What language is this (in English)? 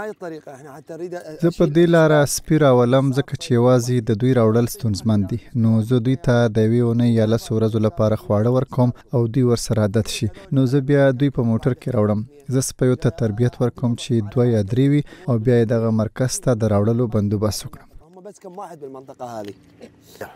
Pashto